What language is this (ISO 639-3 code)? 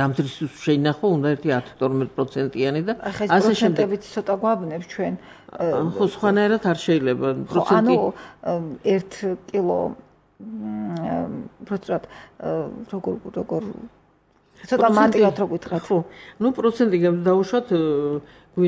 kat